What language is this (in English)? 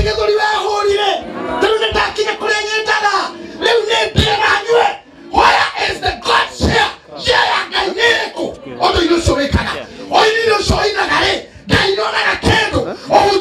Kikuyu